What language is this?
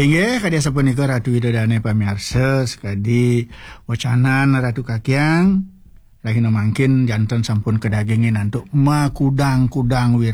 Balinese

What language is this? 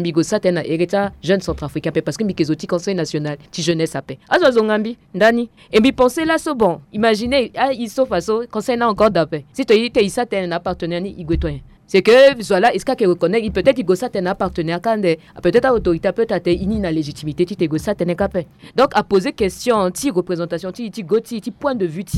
Sango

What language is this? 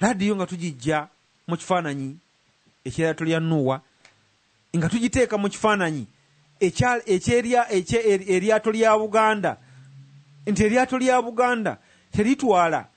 Ganda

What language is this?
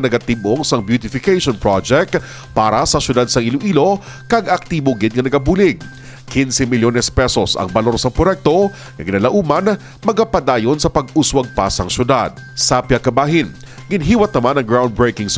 Hiligaynon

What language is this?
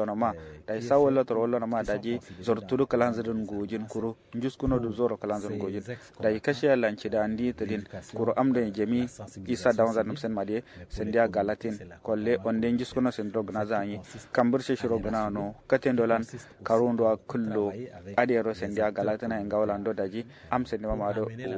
Kanuri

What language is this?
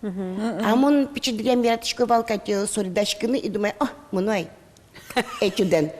Udmurt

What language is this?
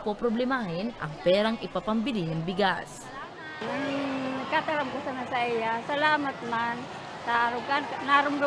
Bikol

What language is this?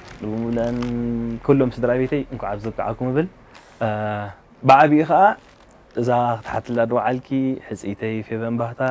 Tigrinya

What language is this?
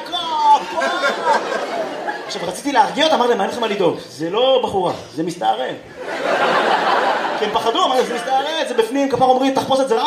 Hebrew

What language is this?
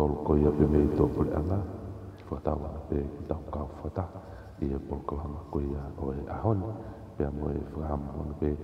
Tongan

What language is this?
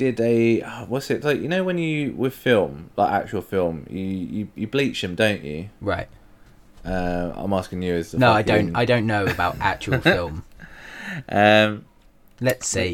English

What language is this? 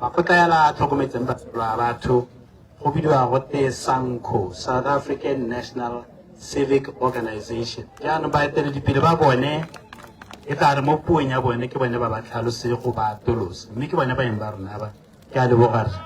Tswana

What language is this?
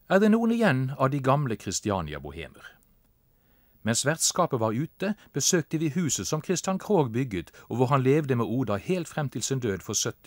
Norwegian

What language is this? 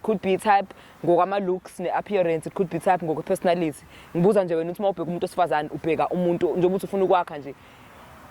Zulu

